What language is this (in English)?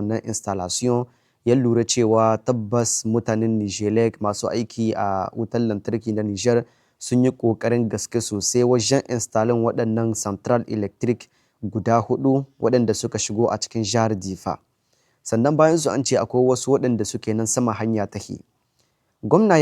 Hausa